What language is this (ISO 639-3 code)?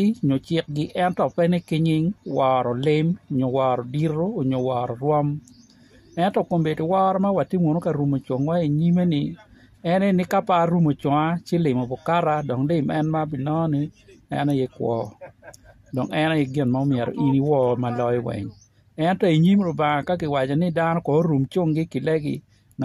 ach